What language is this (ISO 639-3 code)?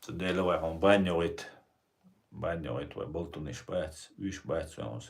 che